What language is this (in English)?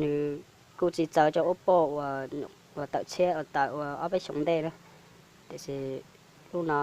Hmong